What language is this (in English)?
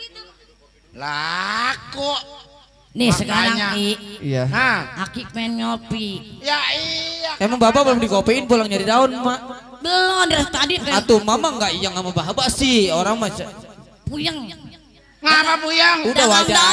Betawi